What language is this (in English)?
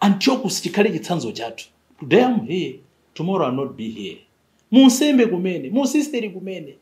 Nyanja